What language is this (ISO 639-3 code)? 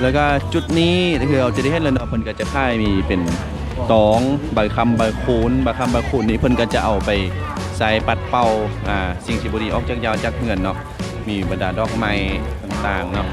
lao